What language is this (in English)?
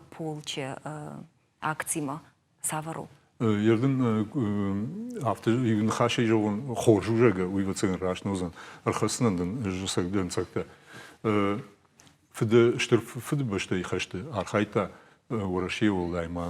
Ossetic